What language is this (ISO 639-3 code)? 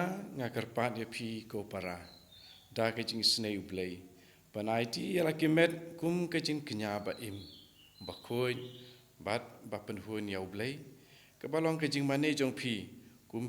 kha